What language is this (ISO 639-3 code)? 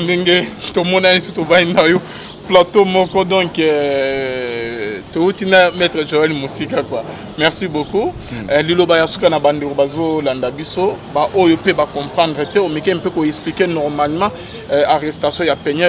lin